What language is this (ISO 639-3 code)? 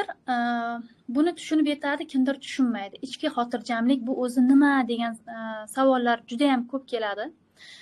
uzb